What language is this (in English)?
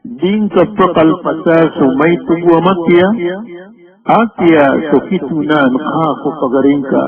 Maranao